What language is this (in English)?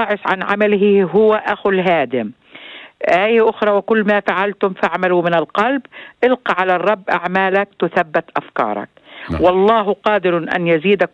North Levantine Arabic